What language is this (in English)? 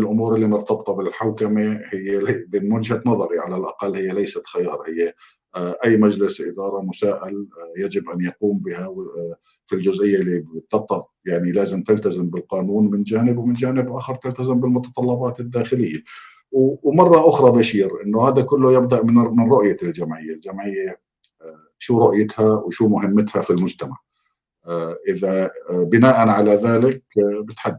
North Levantine Arabic